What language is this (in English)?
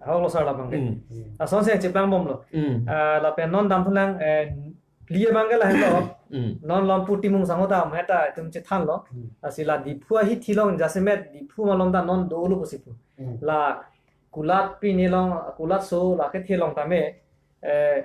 Karbi